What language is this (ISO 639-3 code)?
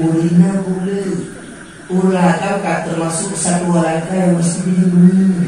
ace